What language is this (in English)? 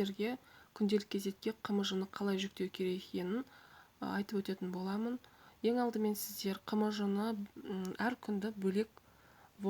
Kazakh